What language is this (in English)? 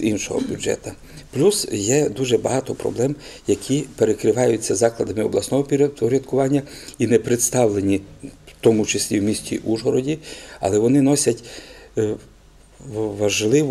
Ukrainian